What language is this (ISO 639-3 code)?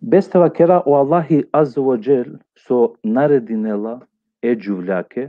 rmn